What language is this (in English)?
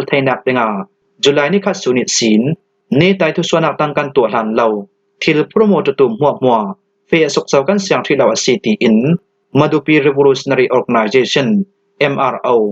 Falam Chin